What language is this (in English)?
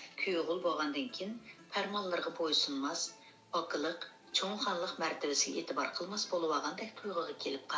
Uyghur